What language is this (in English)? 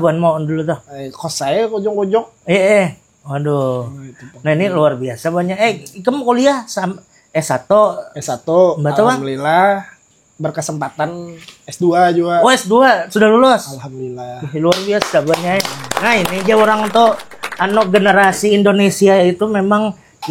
Banjar